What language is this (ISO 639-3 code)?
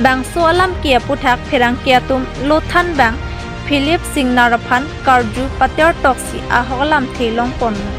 mjw